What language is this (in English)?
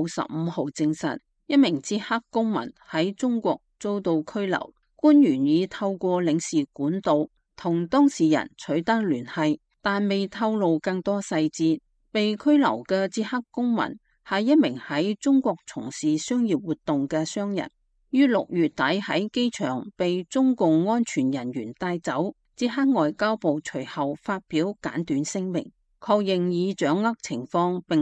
Cantonese